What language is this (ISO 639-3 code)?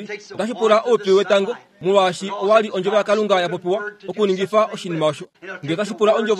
kua